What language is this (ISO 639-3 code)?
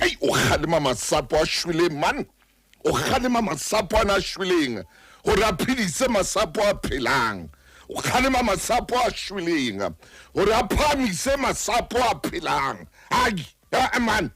sot